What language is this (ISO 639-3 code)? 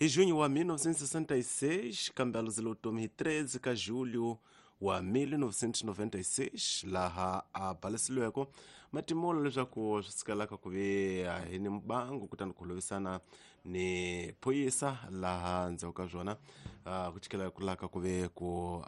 tso